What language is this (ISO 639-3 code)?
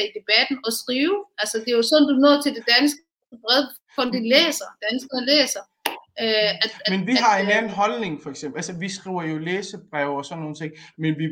dan